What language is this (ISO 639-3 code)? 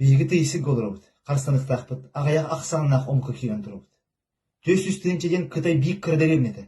sah